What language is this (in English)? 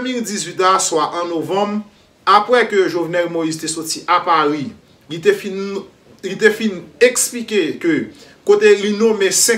Haitian Creole